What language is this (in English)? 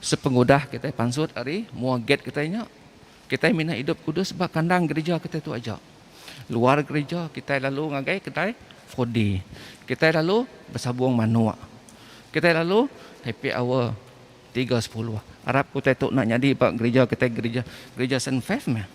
Iban